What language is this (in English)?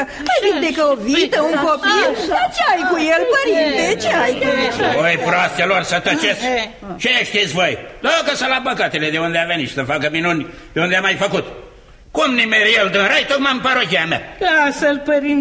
Romanian